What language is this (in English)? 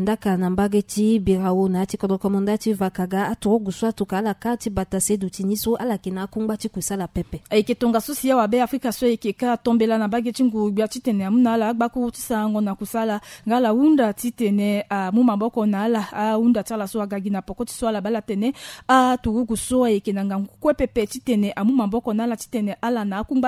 Sango